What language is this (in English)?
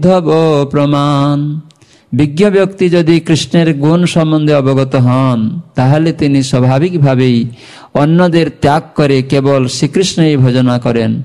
Bangla